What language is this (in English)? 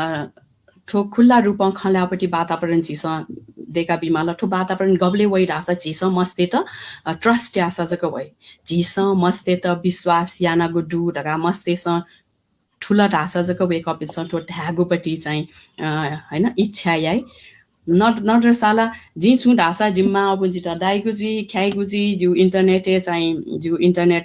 Newari